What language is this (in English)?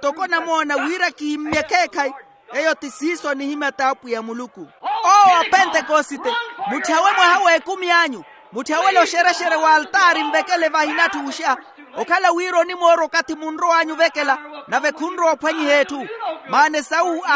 Makhuwa